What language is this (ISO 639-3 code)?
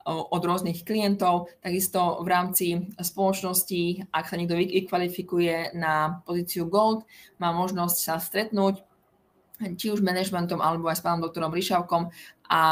slk